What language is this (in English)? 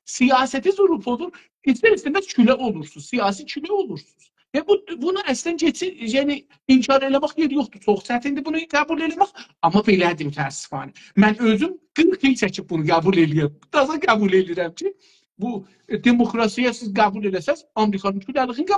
South Azerbaijani